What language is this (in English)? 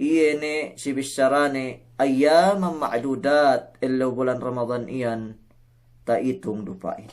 Yakan